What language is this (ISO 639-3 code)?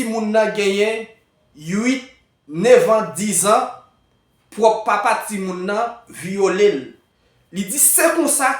hat